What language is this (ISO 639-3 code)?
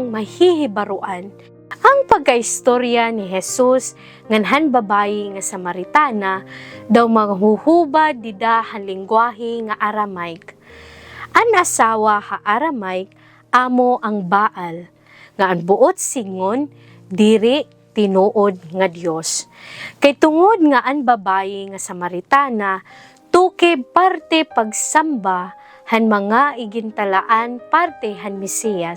war